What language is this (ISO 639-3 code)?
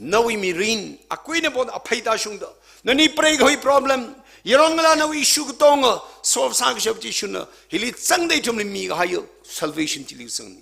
nmf